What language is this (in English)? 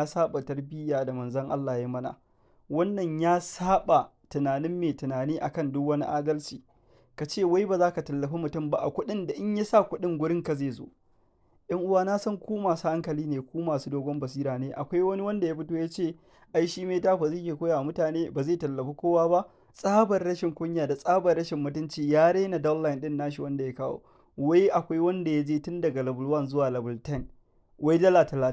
Hausa